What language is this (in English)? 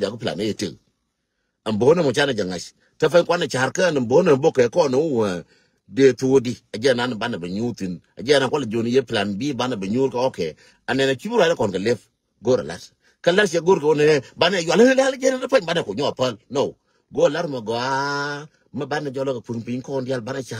Nuer